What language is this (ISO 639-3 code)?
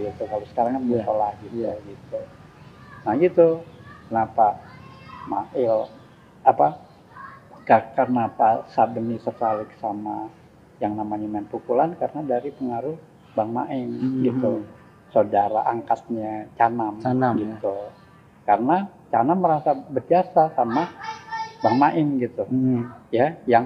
bew